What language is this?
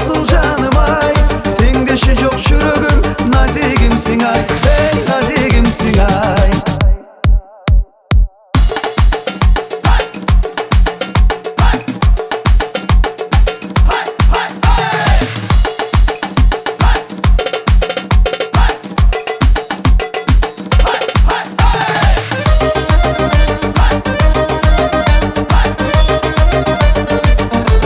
Kyrgyz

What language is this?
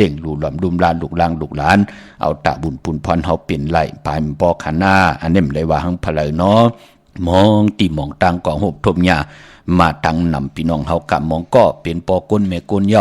Shan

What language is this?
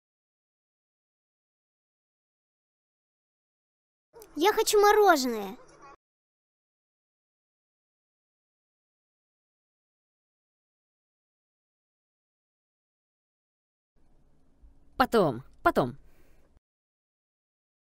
Russian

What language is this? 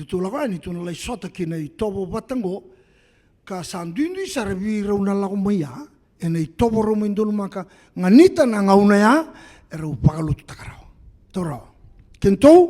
Fijian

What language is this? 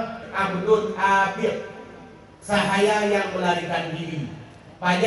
Achinese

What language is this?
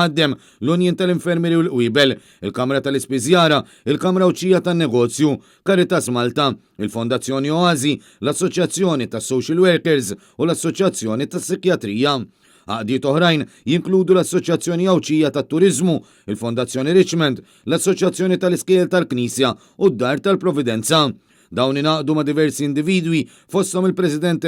Maltese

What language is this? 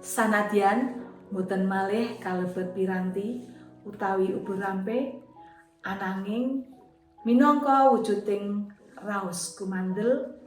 Javanese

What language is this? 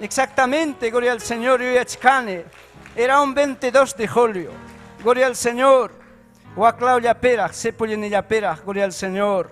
Ayacucho Quechua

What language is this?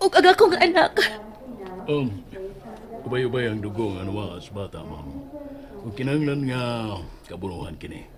Cebuano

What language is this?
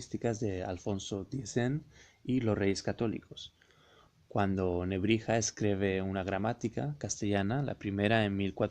Ladino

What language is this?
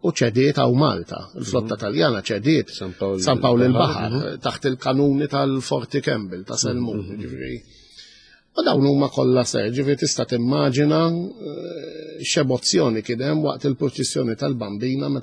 Maltese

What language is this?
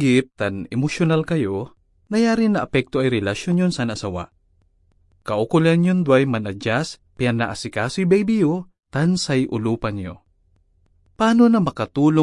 Pangasinan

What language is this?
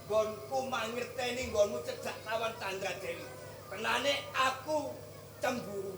Javanese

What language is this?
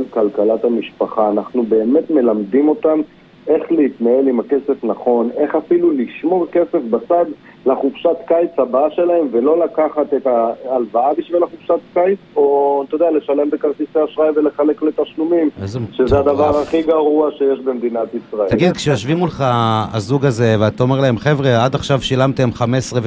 Hebrew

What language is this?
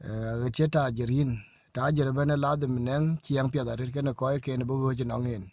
Dinka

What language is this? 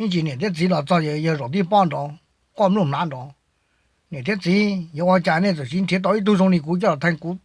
Hmong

